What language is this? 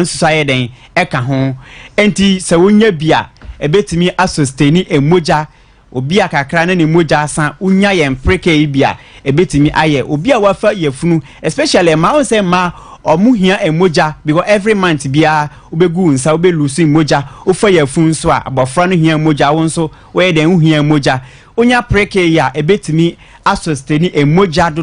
Akan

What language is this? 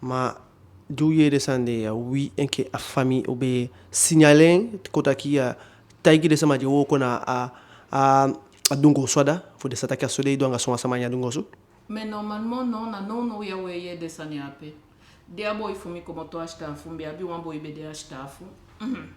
Eastern Maroon Creole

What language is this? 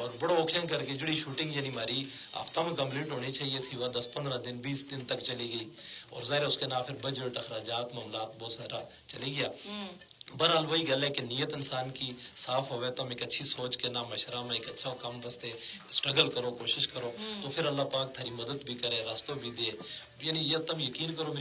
Gujari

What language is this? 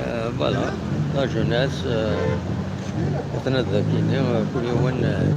Kabyle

